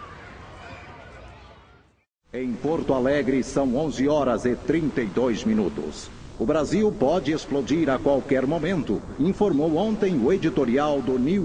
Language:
Portuguese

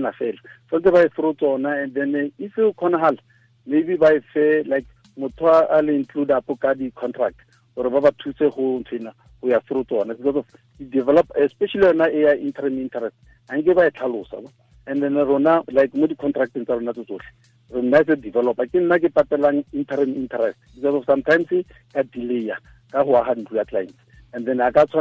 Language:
Tswana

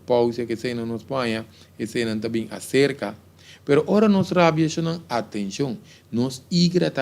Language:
Papiamento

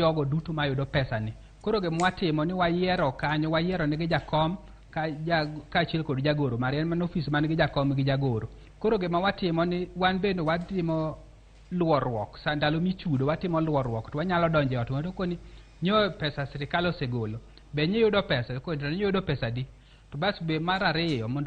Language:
Luo (Kenya and Tanzania)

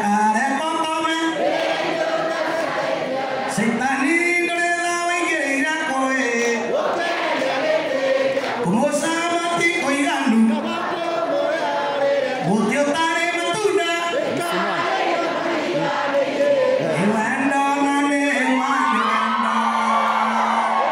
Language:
Kikuyu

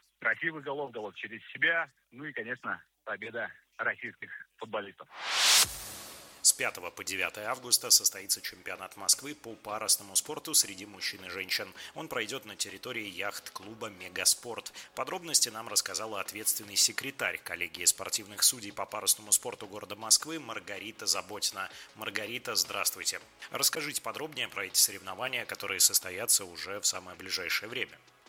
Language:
Russian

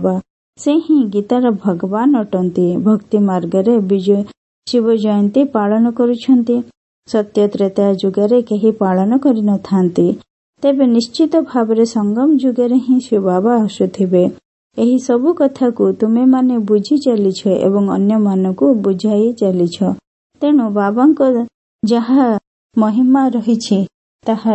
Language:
Odia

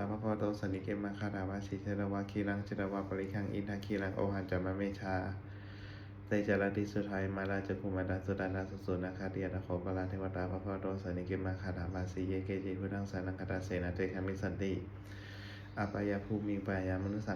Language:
Pali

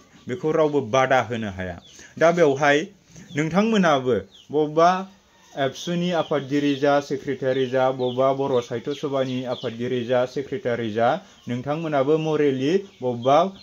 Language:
Bodo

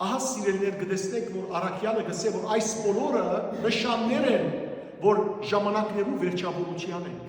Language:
Western Armenian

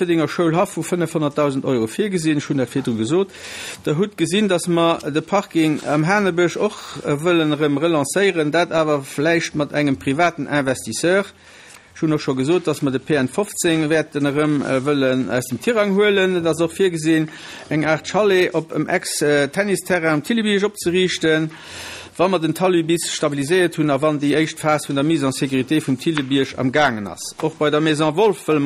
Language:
Luxembourgish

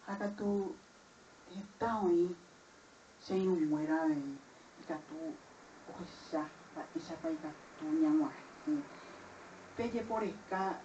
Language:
Guarani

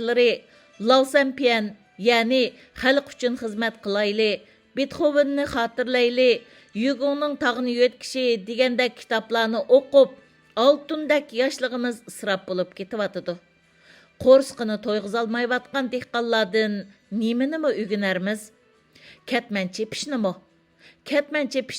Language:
Uyghur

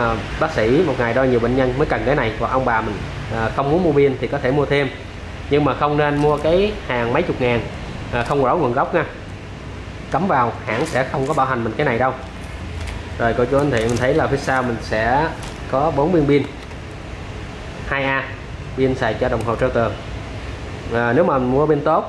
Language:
Vietnamese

